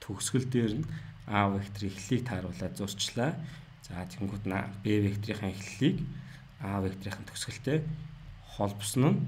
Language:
Mongolian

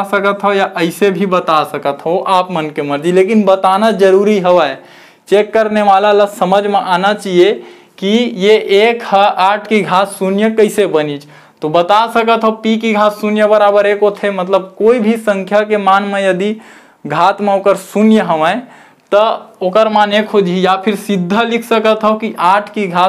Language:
Chhattisgarhi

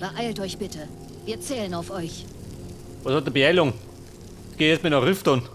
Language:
Bavarian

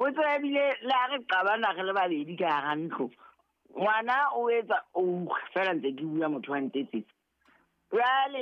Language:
Southern Sotho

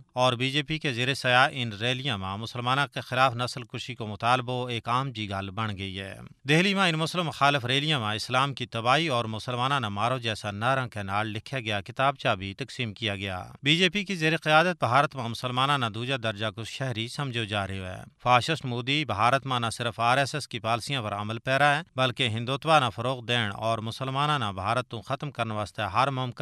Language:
Gujari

